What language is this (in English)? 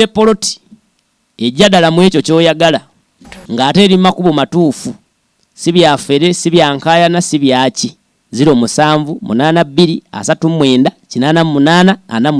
Ganda